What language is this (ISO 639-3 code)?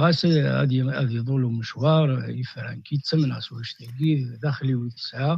kab